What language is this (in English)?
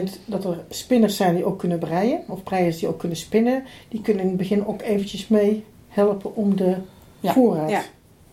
Dutch